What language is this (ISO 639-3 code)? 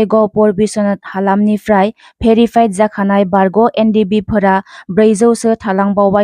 brx